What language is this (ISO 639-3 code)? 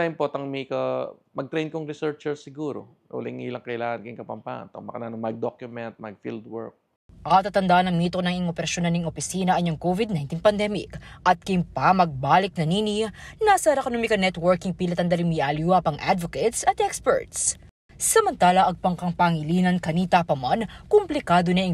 pam